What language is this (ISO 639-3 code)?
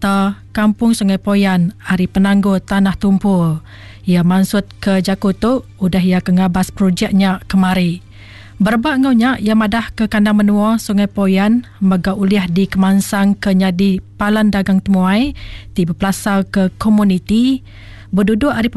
iba